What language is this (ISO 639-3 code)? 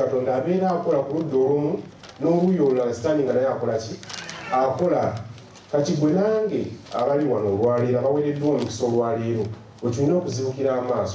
lug